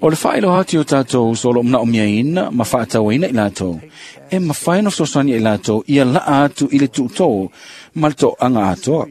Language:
Samoan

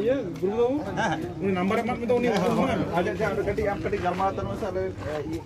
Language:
Santali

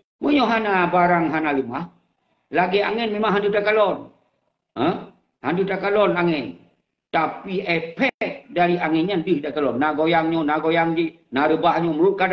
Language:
Achinese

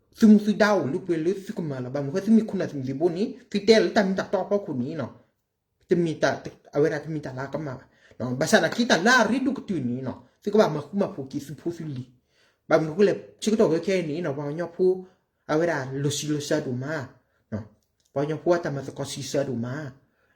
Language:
S'gaw Karen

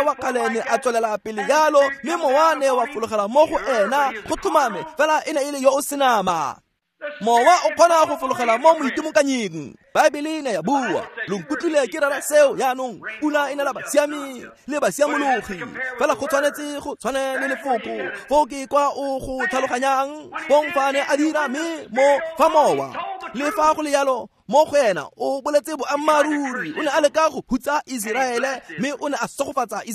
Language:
Tswana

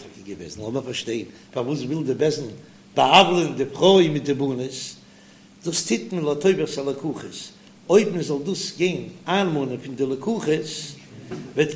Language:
Yiddish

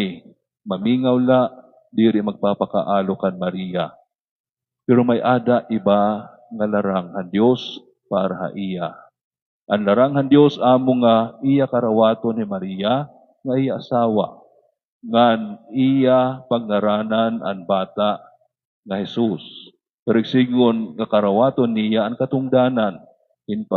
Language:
Waray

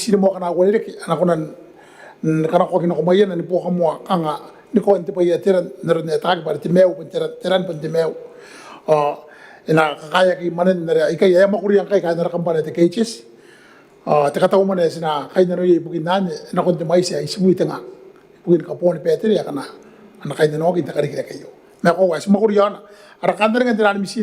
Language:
Gilbertese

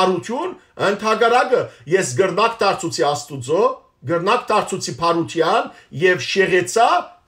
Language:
Western Armenian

